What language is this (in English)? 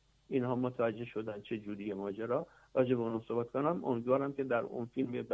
Persian